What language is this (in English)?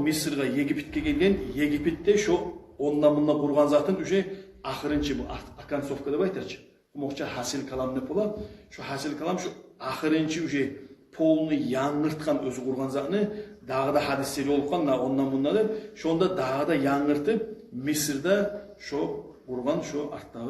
Kumyk